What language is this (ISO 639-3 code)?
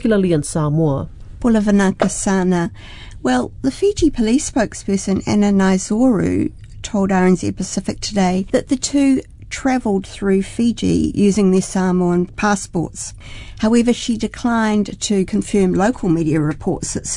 eng